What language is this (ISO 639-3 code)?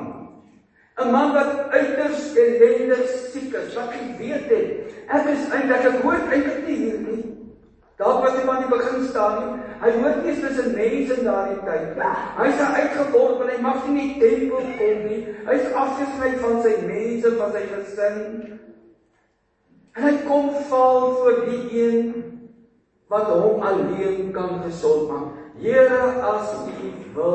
afr